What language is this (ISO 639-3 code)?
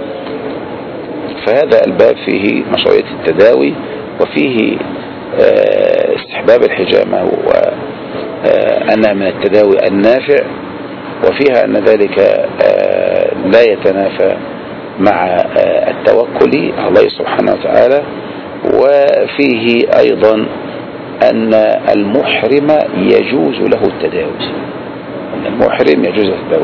ara